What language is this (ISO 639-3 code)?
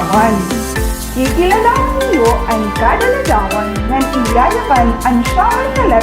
war